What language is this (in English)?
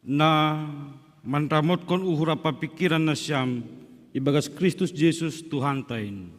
Batak Simalungun